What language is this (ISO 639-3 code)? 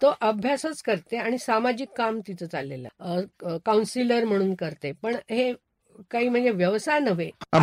mar